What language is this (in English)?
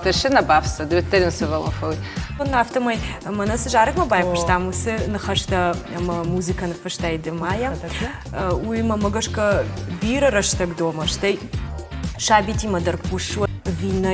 Ossetic